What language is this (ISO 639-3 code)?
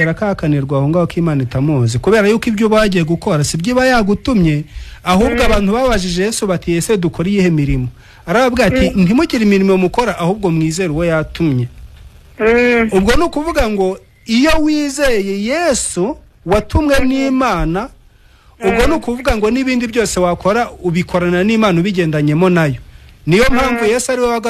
kin